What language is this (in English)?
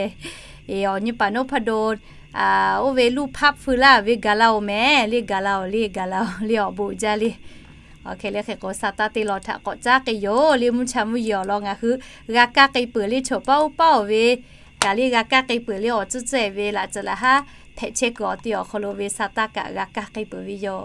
Lahu